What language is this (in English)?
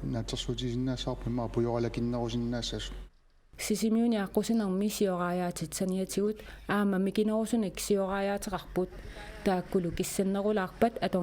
Kalaallisut